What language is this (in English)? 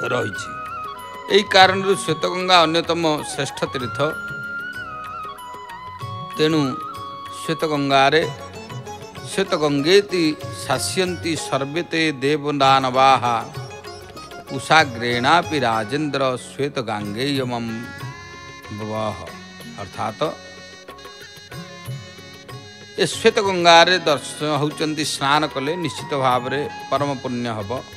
Odia